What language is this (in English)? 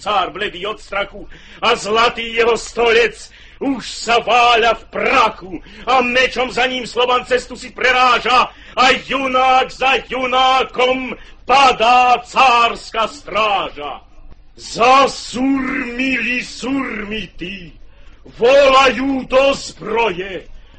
Slovak